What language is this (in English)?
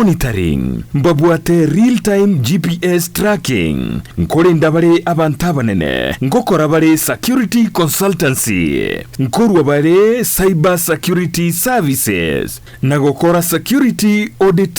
Gusii